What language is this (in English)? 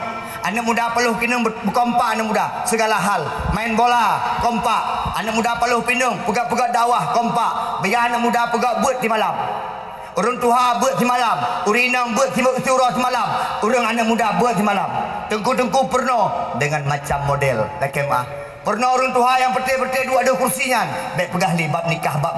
Achinese